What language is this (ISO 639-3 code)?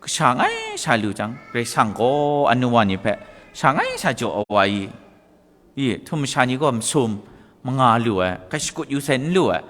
kac